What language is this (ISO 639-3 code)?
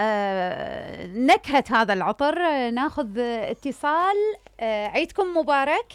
acm